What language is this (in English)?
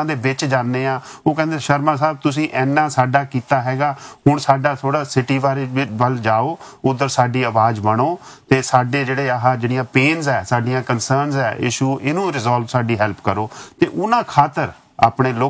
Punjabi